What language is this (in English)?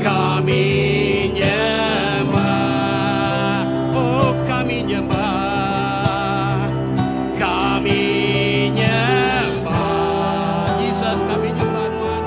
Iban